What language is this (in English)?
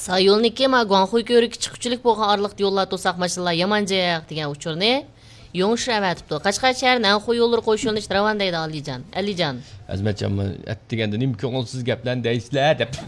Uyghur